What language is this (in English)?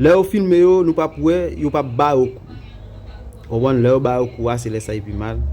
Haitian Creole